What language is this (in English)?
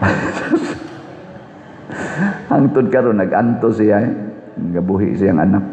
Cebuano